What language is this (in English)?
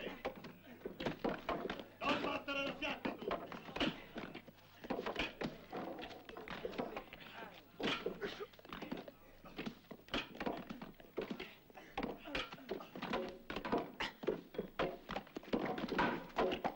Italian